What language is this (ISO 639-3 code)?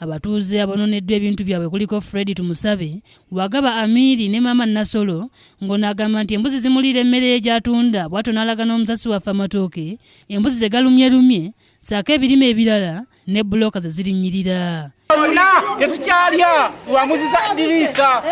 lug